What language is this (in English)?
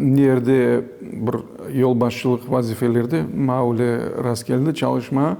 Crimean Tatar